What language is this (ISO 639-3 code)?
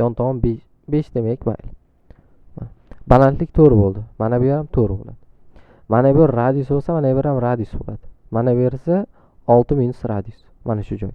uzb